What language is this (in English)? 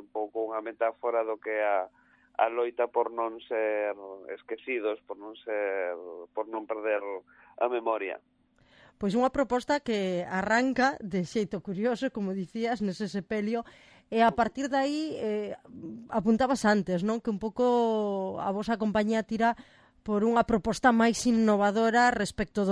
Galician